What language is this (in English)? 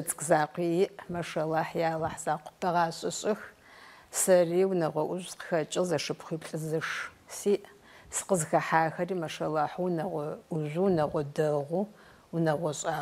Adyghe